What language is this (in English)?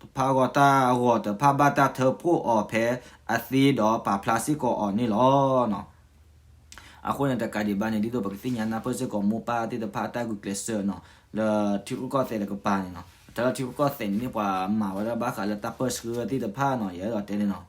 S'gaw Karen